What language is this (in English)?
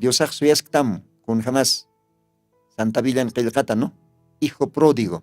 Aymara